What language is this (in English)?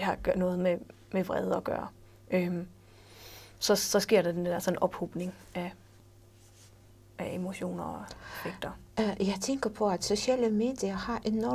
Danish